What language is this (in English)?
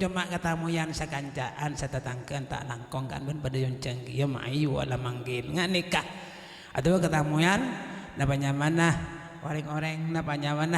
Madurese